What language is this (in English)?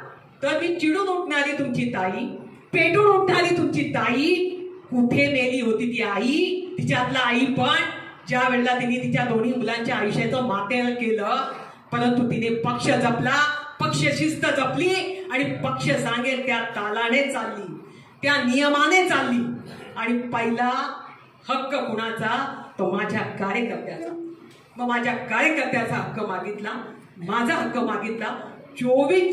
Marathi